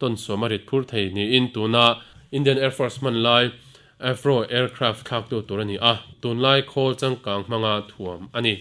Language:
Mizo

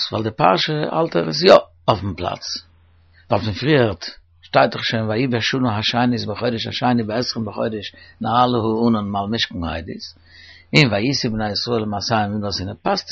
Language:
Yiddish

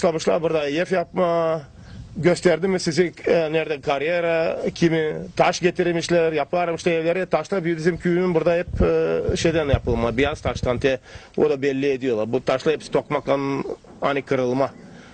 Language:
Gagauz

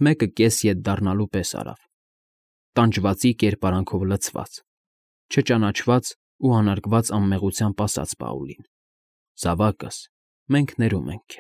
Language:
Armenian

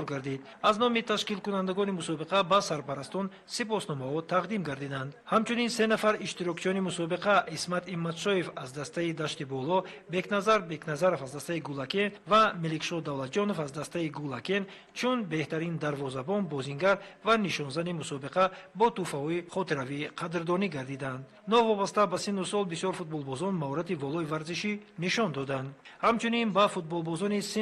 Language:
Tajik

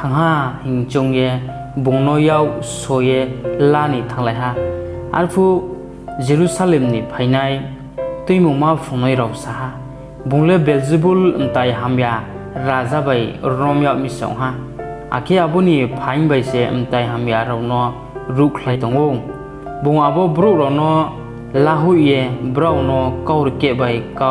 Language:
Riang (India)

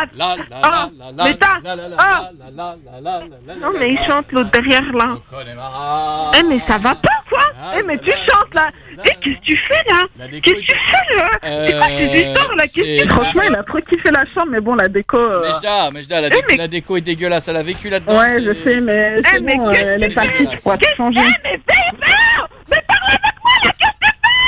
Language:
French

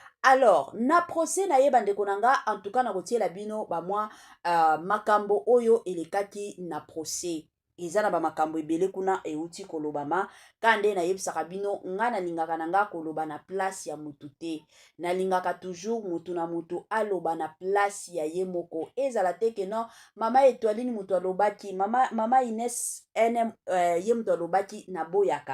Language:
Lingala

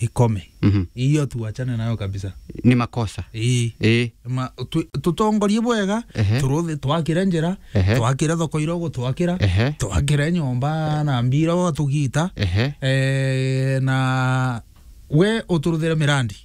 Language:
Meru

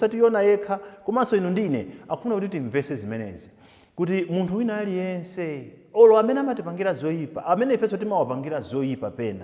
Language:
Nyanja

